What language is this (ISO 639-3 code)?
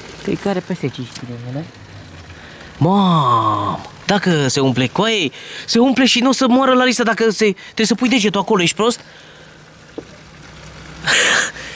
ron